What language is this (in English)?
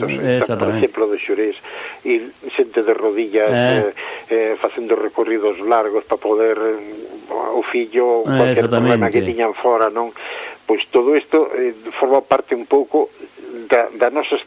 Galician